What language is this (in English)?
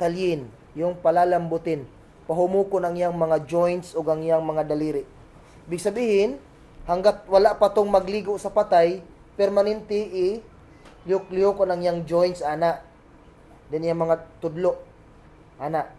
Cebuano